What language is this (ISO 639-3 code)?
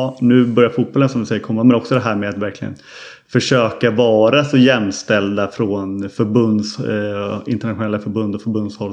swe